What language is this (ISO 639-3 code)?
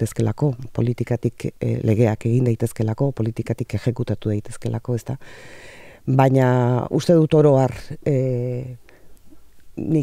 eus